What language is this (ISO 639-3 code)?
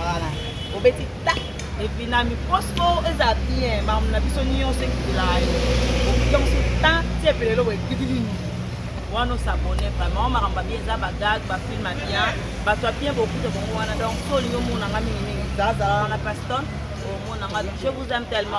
lin